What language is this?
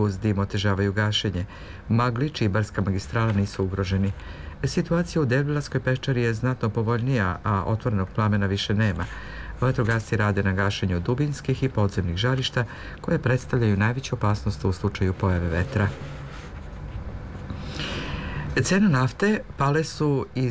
Serbian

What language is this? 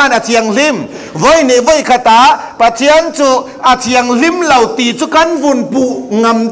Falam Chin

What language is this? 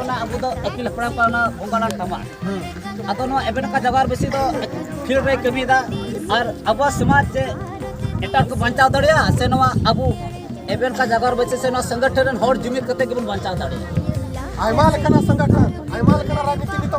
Santali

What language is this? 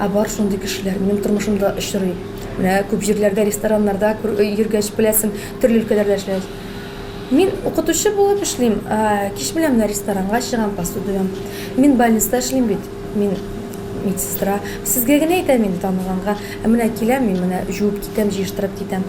Tatar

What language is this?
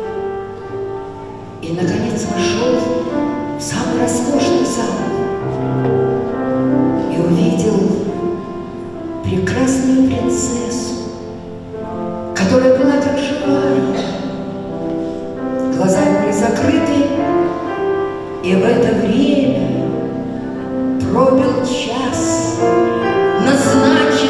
Russian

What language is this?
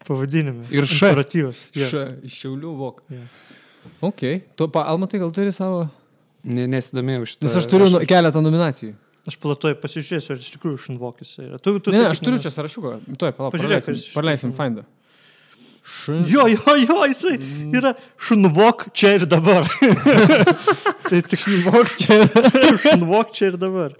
Lithuanian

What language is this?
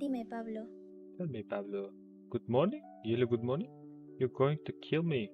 Kara-Kalpak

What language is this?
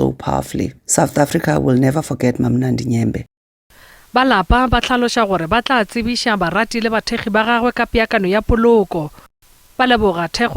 Northern Sotho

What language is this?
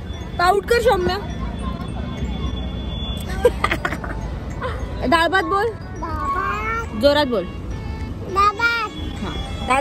Marathi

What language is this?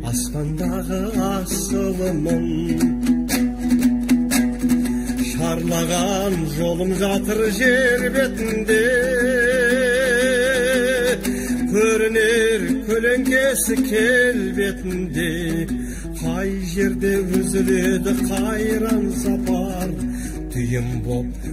Kazakh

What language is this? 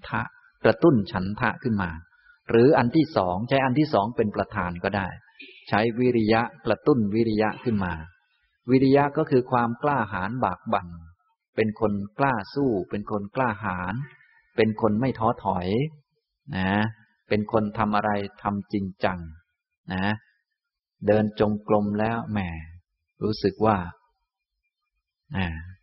Thai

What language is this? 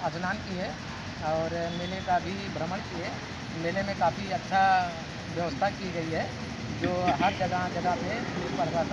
Hindi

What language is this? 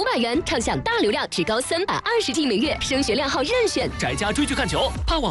Chinese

